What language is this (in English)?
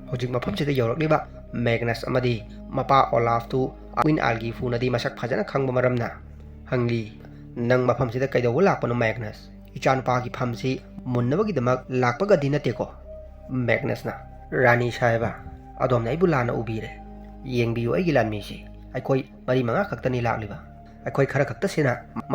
Manipuri